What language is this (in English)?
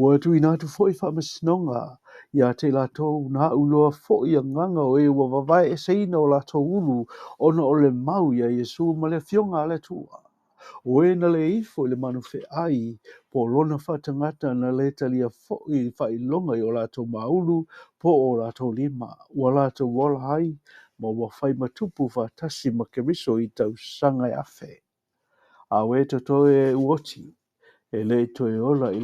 Samoan